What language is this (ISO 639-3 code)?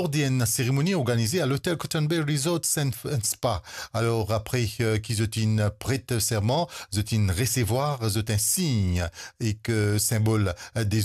mfe